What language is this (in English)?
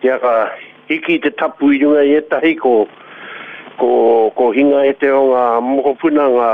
Māori